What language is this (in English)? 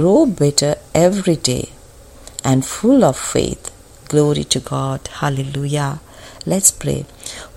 Tamil